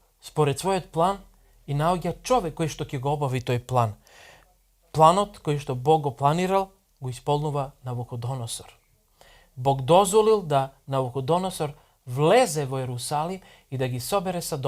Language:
Macedonian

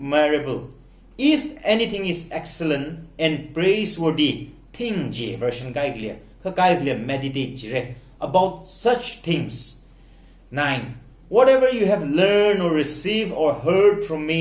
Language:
Tangkhul Naga (India)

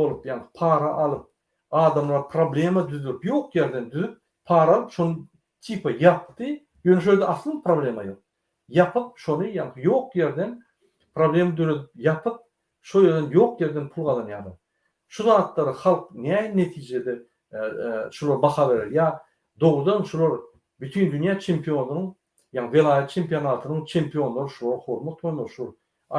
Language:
Turkmen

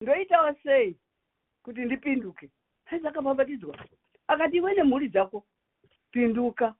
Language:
Shona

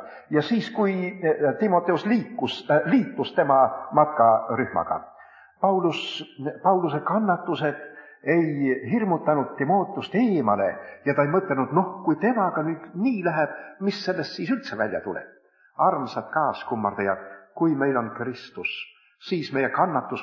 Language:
Estonian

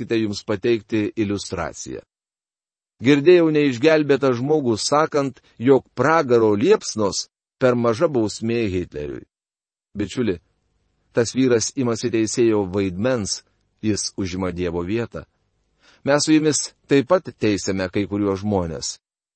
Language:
Lithuanian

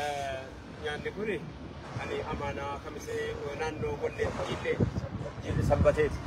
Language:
Oromo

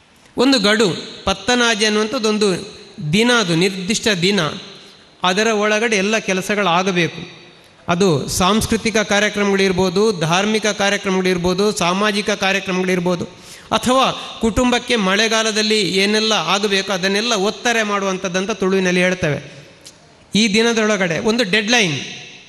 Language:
Kannada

